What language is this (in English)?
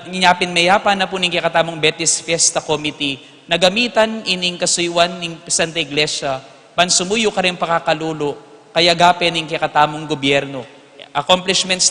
Pampanga